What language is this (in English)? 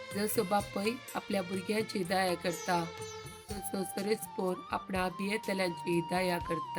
Konkani